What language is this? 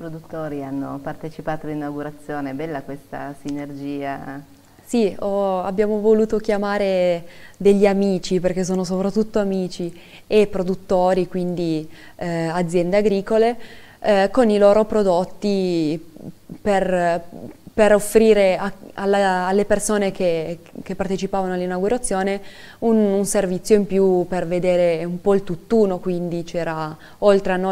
Italian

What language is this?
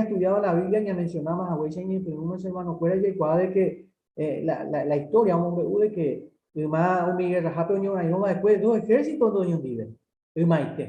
Guarani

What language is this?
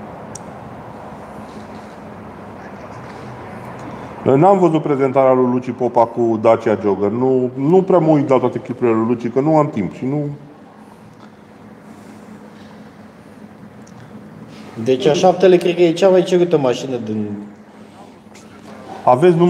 Romanian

